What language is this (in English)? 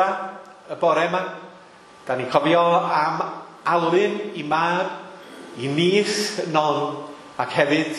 Welsh